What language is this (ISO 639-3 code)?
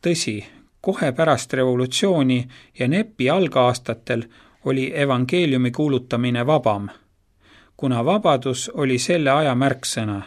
est